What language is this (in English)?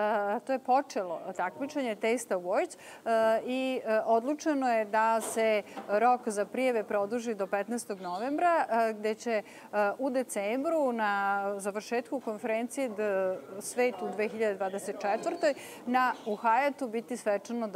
Serbian